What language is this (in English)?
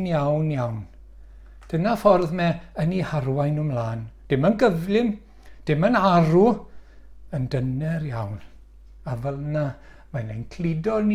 Welsh